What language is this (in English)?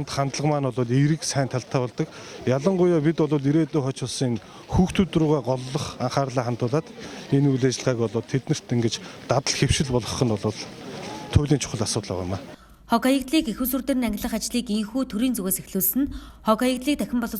Mongolian